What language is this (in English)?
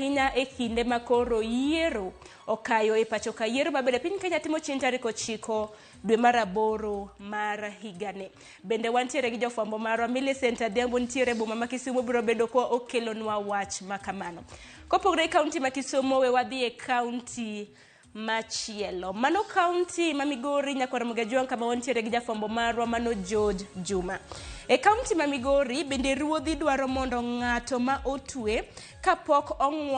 Luo (Kenya and Tanzania)